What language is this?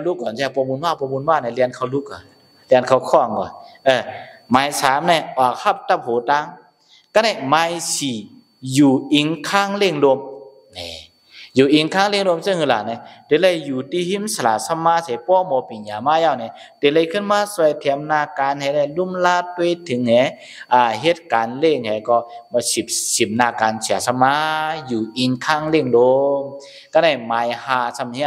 Shan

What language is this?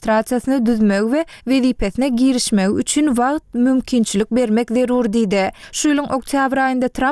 Turkmen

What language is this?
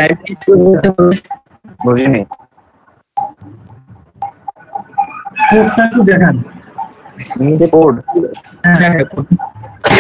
Bangla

